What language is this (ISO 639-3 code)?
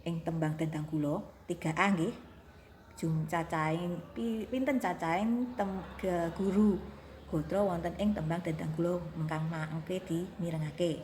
jav